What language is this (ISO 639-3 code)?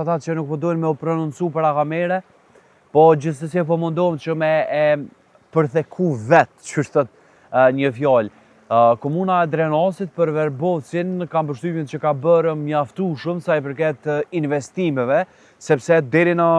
sqi